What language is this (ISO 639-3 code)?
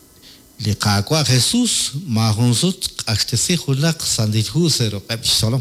kek